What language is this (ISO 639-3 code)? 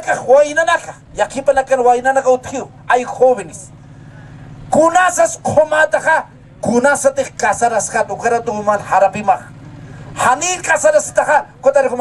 aym